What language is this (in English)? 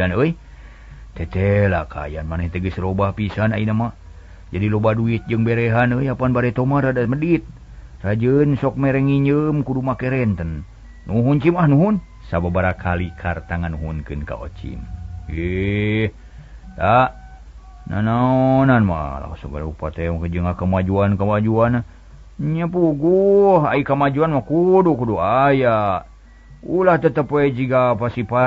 Sundanese